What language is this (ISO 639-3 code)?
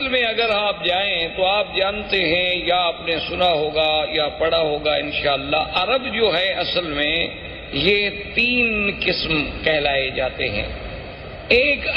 urd